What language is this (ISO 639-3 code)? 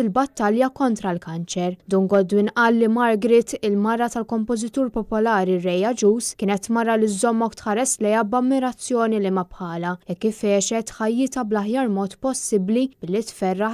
mlt